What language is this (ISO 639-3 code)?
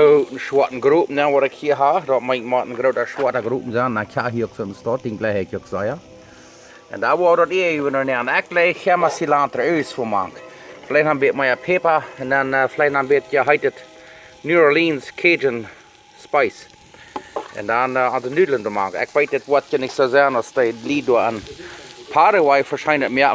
pdt